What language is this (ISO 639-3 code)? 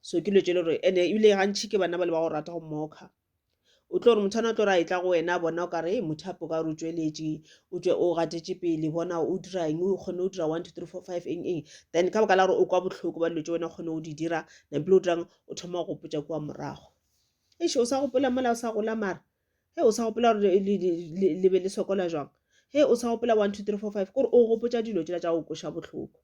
nso